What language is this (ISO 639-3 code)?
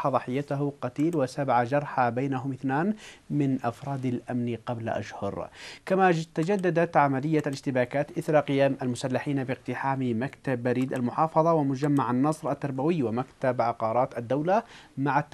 ara